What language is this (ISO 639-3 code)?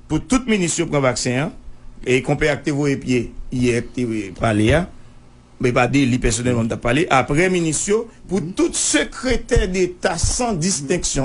hat